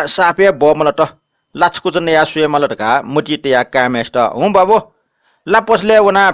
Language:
Newari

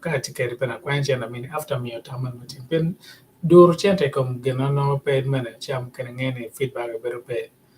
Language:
Acoli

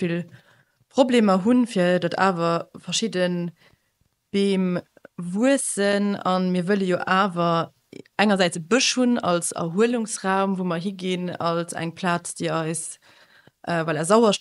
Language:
Luxembourgish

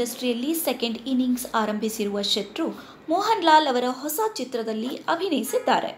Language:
Kannada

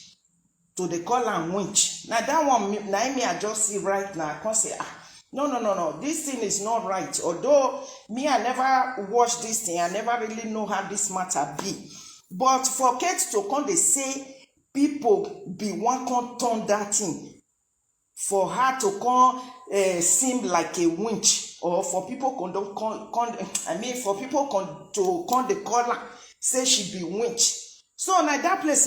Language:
Nigerian Pidgin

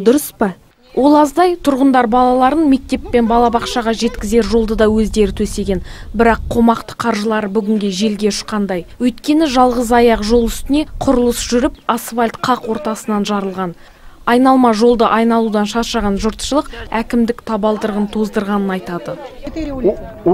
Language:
Kazakh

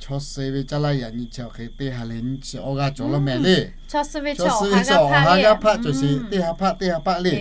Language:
Lahu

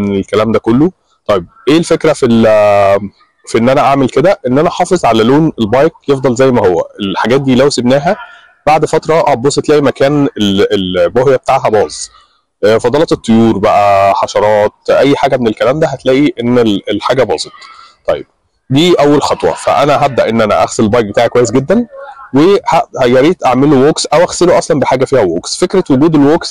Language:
Egyptian Arabic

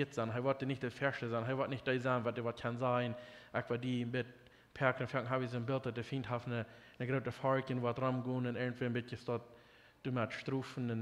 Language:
Plautdietsch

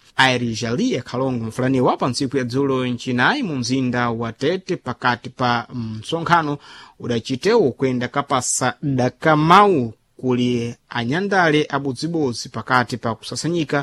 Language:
Sena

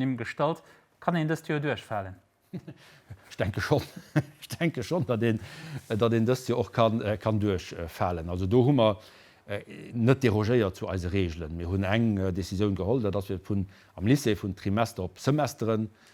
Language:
Luxembourgish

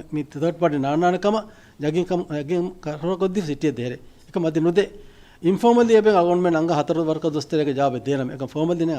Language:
Divehi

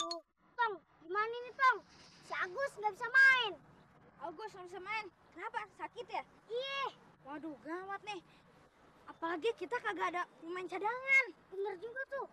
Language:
Betawi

